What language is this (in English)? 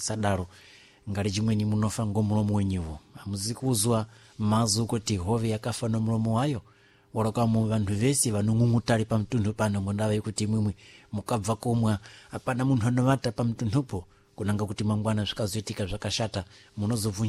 Sena